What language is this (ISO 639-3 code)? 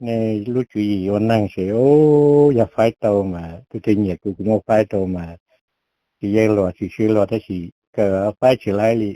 hmn